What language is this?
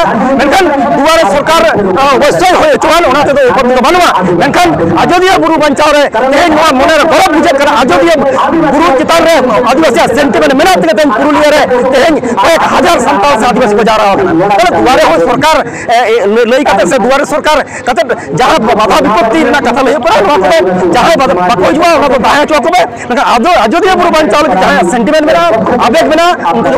Santali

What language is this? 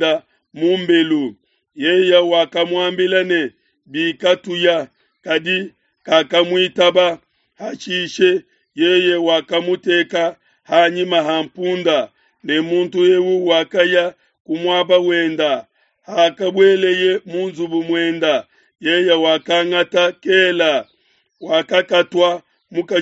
Luba-Lulua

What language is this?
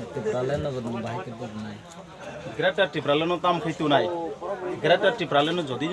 Kok Borok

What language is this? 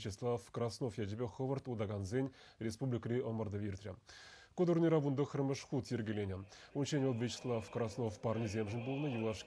Chuvash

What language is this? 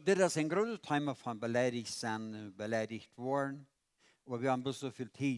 Plautdietsch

